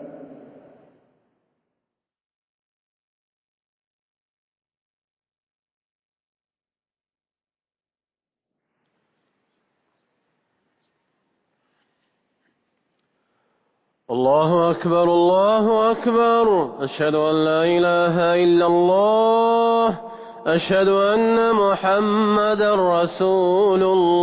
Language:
Arabic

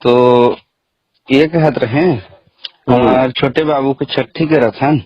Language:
Chhattisgarhi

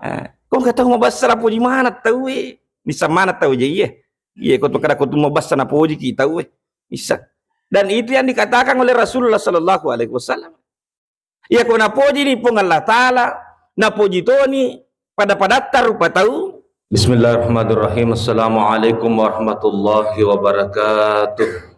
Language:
Buginese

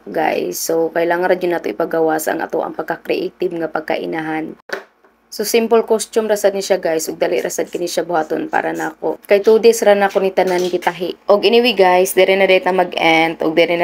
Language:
Cebuano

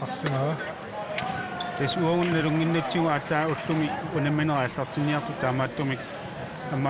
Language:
Kalaallisut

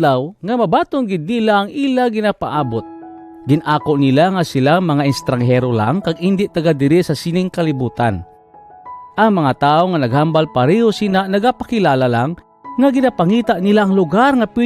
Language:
Hiligaynon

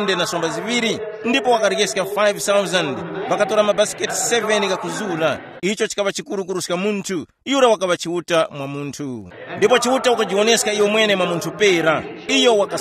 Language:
Tumbuka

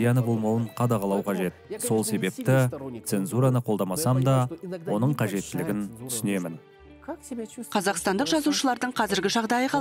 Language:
Kazakh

